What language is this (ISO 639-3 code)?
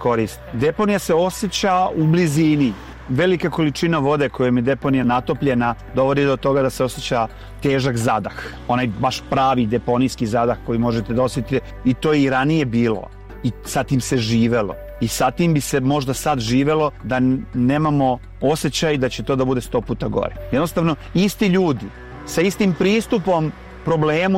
srp